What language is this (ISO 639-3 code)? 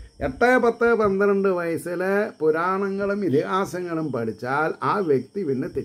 mal